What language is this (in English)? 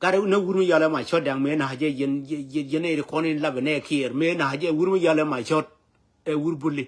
Nuer